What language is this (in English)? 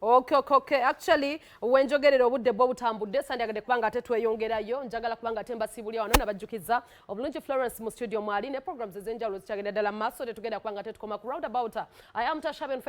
Ganda